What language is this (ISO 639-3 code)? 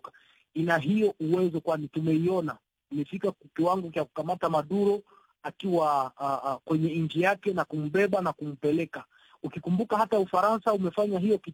swa